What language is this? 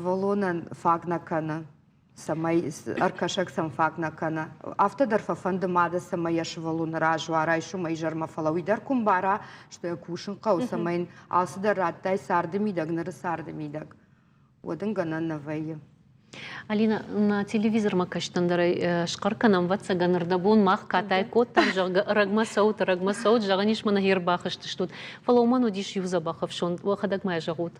Ossetic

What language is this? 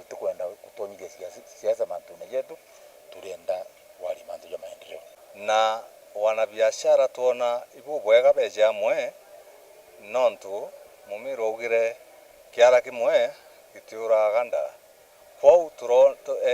Meru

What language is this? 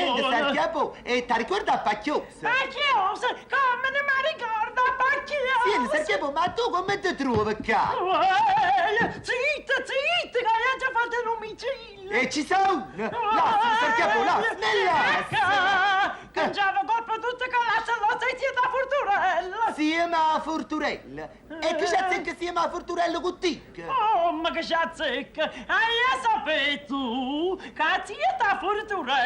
Neapolitan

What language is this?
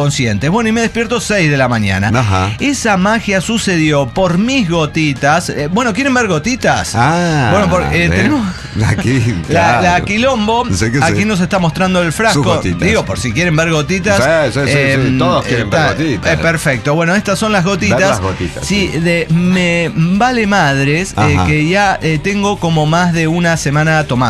Spanish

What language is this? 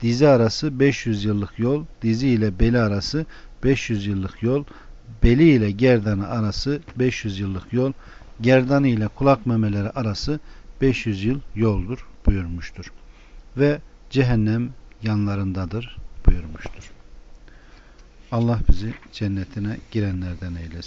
Turkish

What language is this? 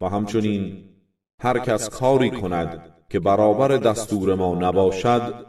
Persian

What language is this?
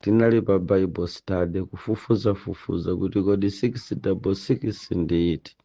Nyanja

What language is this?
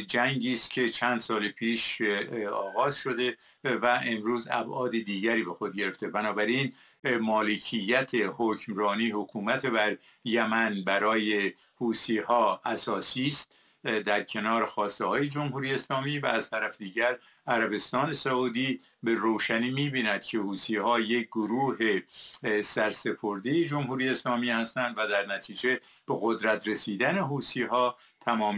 Persian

